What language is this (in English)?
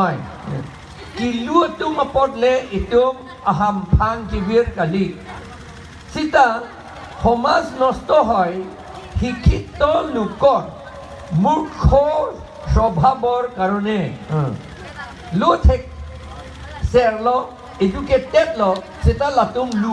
Karbi